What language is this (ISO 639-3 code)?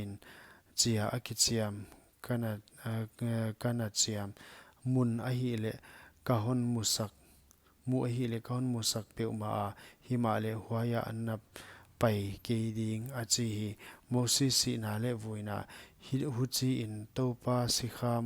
pck